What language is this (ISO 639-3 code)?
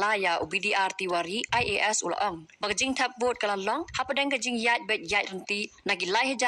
kha